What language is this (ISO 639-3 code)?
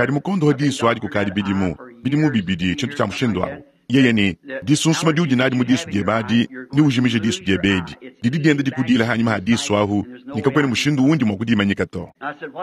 lua